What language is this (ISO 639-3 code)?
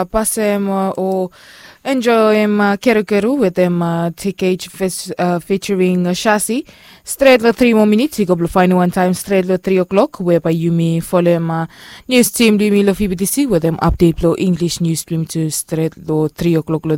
bis